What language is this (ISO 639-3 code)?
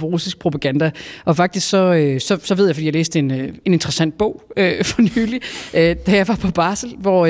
dan